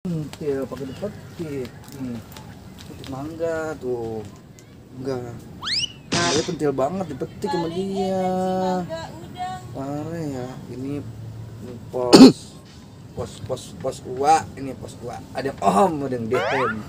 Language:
Betawi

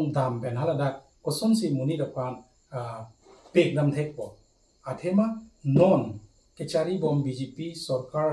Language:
Karbi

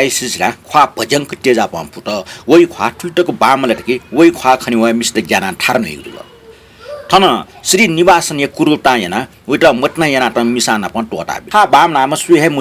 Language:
Newari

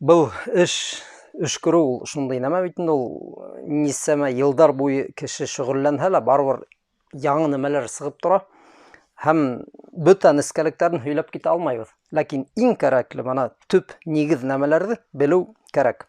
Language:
Bashkir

